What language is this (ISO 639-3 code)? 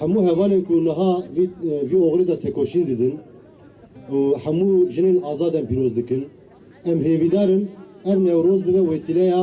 kur